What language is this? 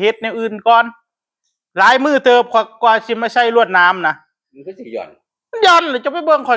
Northeastern Thai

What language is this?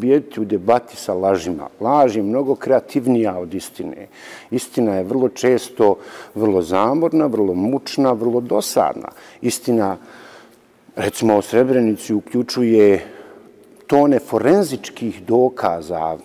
Bosnian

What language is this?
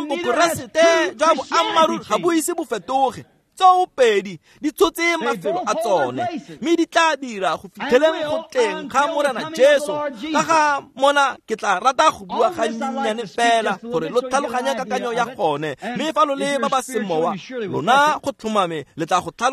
Tswana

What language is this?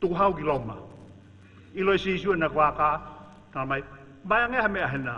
Tongan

